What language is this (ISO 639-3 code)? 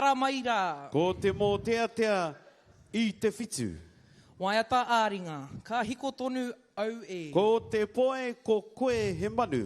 mri